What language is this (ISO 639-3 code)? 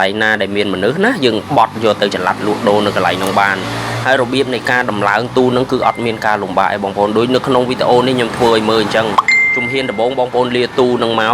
khm